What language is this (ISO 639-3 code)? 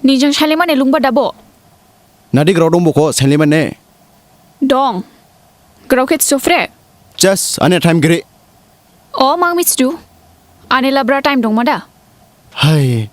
dis